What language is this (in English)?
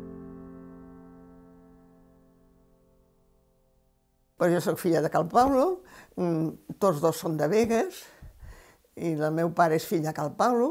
Catalan